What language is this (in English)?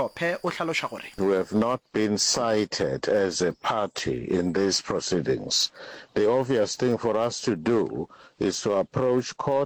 Northern Sotho